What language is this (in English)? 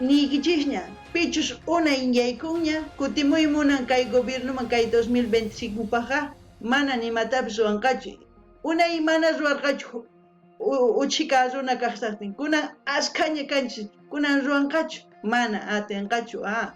South Bolivian Quechua